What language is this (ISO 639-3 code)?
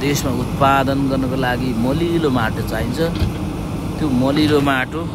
nep